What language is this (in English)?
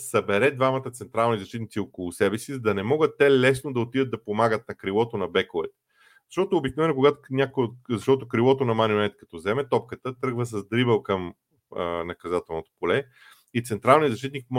Bulgarian